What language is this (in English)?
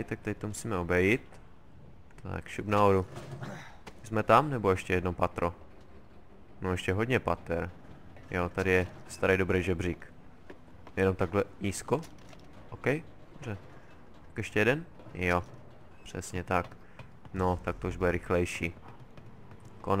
Czech